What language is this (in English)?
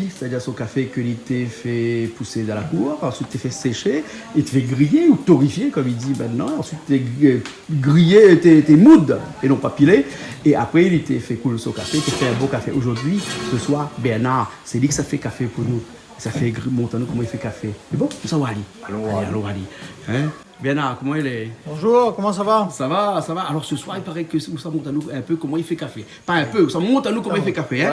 Réunion Creole French